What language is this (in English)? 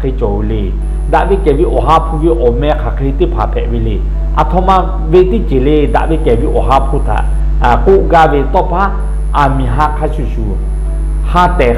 Lahu